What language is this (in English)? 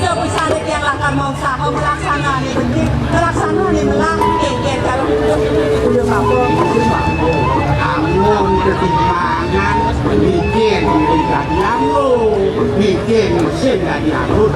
Balinese